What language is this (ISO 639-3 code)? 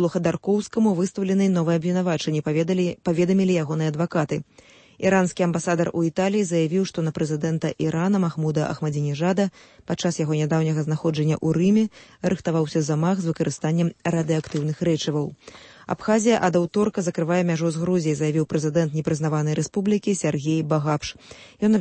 bel